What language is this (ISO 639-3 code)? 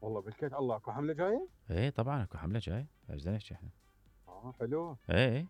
acm